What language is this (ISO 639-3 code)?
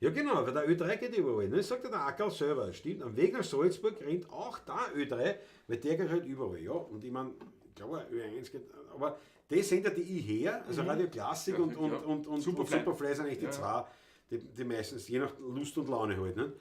bar